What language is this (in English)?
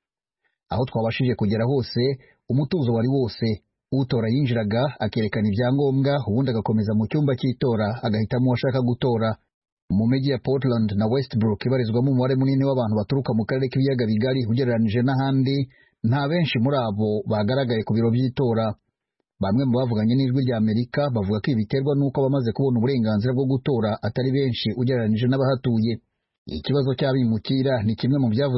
Kinyarwanda